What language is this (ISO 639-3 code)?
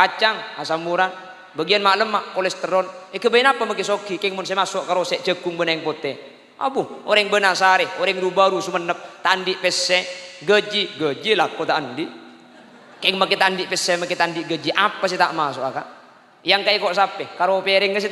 mad